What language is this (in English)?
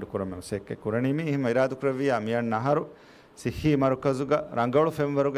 Divehi